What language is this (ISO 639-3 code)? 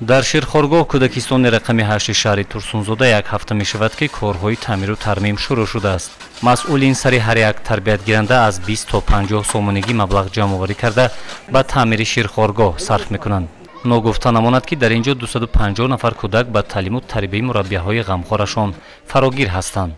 tgk